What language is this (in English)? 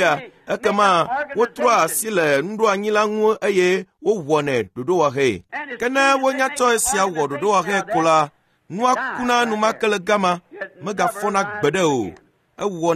Ewe